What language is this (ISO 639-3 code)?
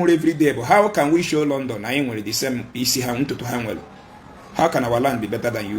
ibo